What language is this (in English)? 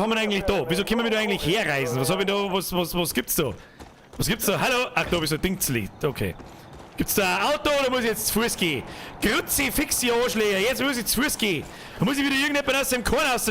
Bavarian